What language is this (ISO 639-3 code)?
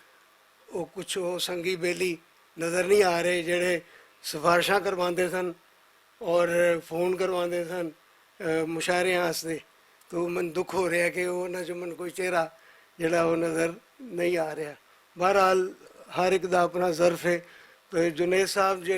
lah